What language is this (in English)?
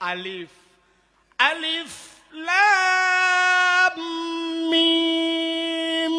Achinese